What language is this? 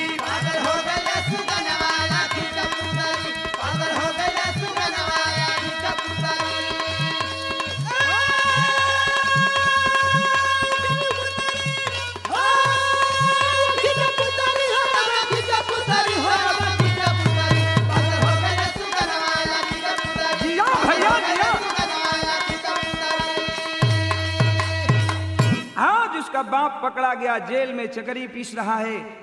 Bhojpuri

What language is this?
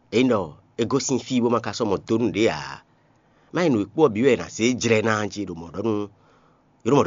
Fon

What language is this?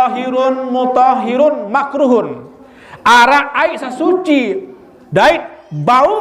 Sasak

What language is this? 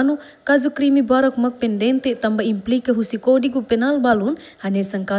Tetum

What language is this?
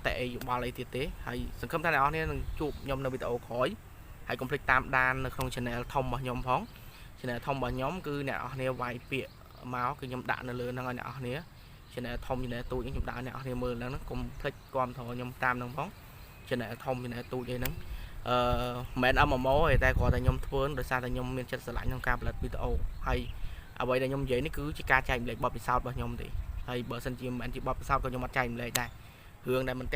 Khmer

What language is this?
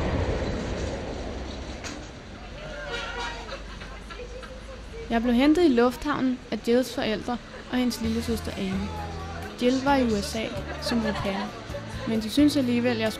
Danish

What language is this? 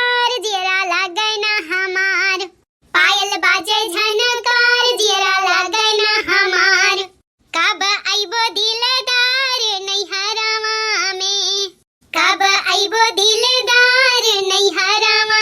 Bhojpuri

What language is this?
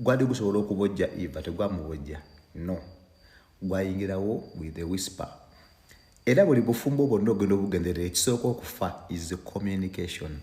Ganda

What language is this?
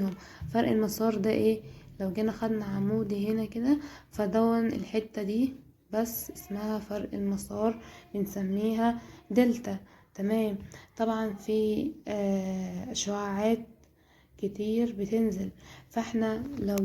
Egyptian Arabic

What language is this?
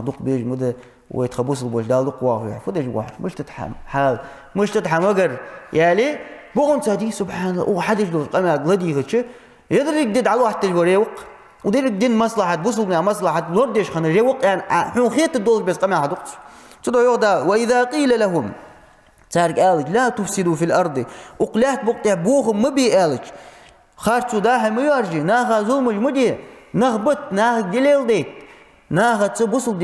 Ingush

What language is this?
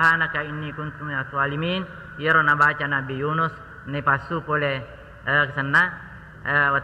Buginese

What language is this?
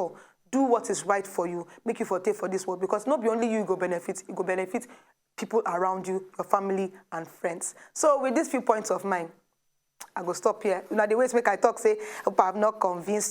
Nigerian Pidgin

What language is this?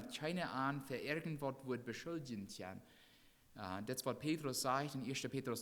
Plautdietsch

